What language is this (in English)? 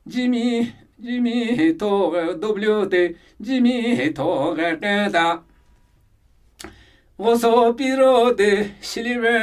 Namuyi